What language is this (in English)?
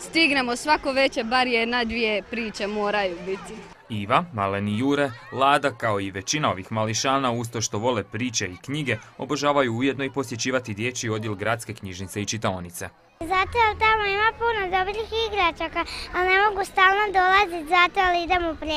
Croatian